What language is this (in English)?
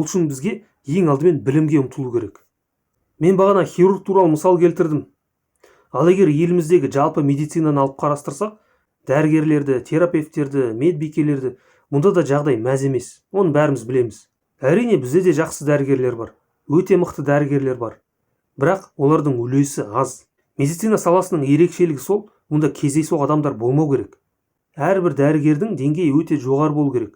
Kazakh